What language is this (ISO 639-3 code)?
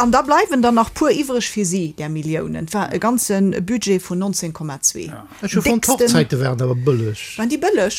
ltz